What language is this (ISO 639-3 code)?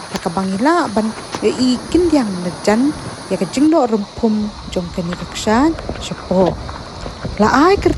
kha